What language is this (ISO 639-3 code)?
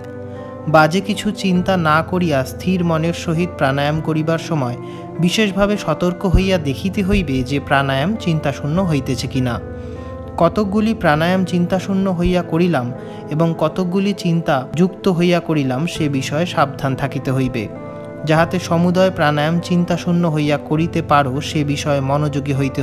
ben